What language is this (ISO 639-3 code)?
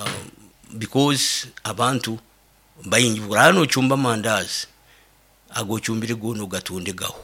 nyo